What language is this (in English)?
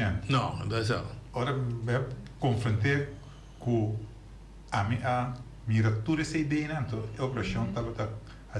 Papiamento